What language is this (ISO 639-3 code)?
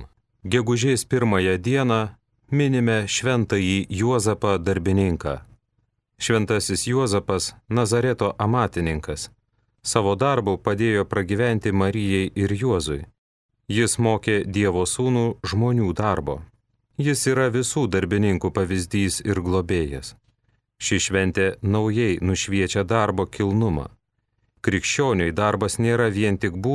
lit